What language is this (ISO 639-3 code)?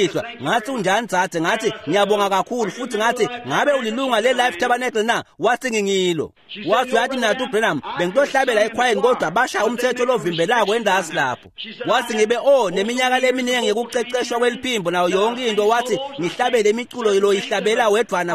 ssw